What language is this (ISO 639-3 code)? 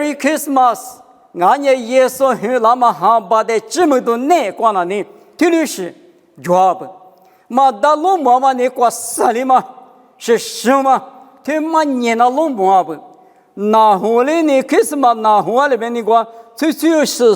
lis